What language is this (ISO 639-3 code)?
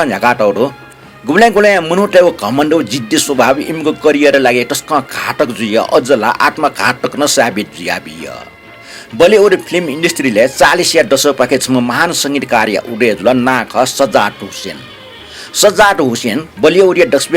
new